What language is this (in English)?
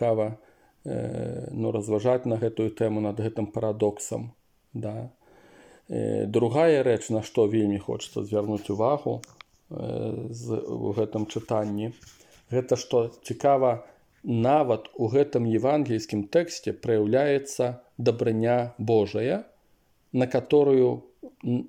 Belarusian